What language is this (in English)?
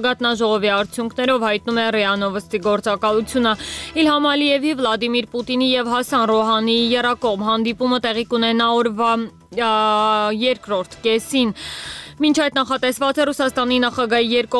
Armenian